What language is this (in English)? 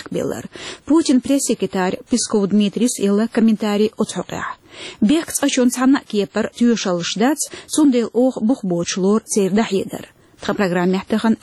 Chechen